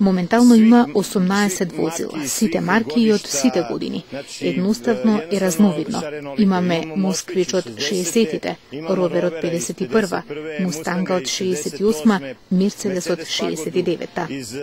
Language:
Macedonian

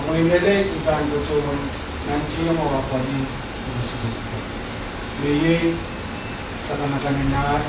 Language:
Pohnpeian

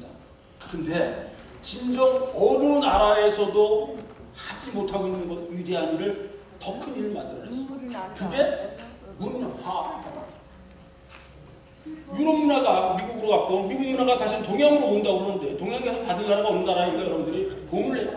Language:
Korean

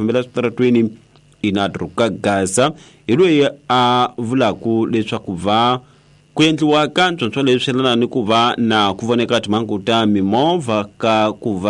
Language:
Tsonga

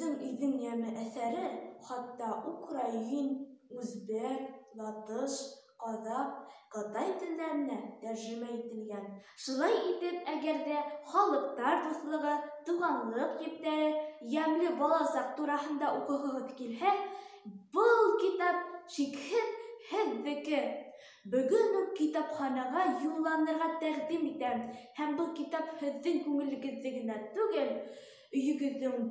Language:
Bashkir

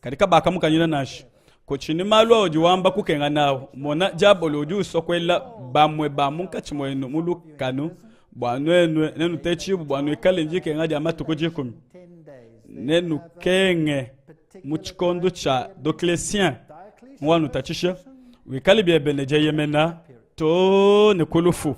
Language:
Luba-Lulua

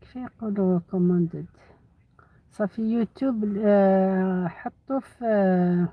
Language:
Algerian Arabic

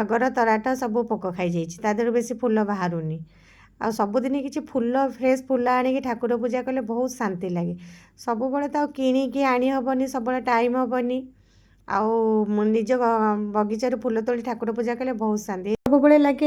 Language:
Odia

